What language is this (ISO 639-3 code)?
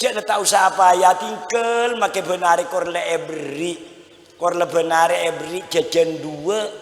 mad